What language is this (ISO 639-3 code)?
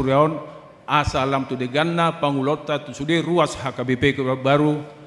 bbc